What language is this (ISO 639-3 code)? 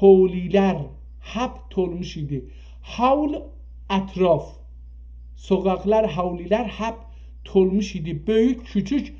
azb